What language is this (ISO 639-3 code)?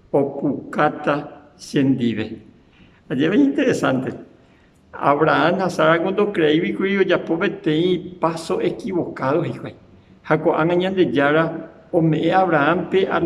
grn